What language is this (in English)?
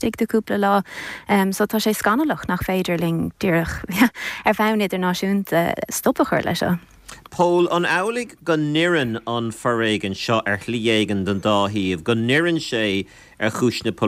Irish